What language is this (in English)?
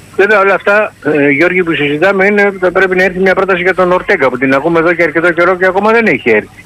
Greek